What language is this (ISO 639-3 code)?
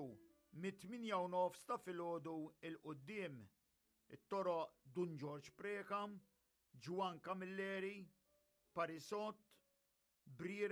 mlt